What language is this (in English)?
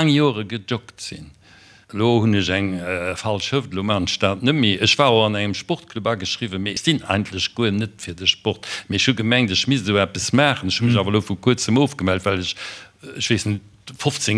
Luxembourgish